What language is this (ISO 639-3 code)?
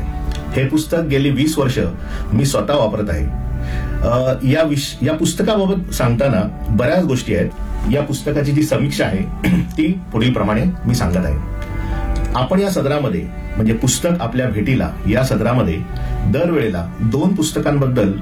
mar